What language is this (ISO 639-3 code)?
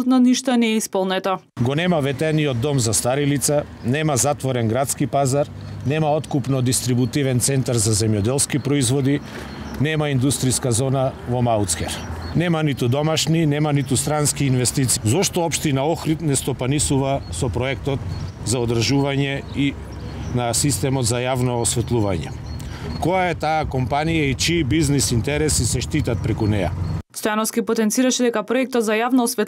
mkd